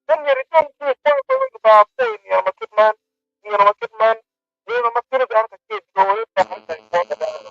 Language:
Acoli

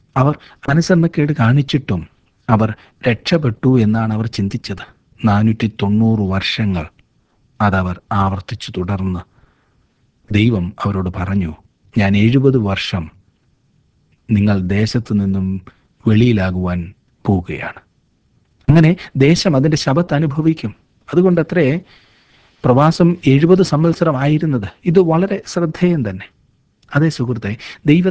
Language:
Malayalam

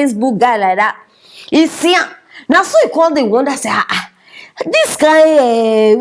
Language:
Nigerian Pidgin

